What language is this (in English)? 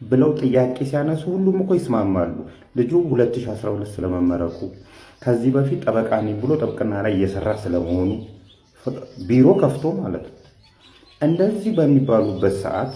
Amharic